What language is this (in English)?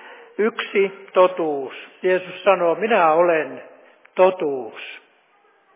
Finnish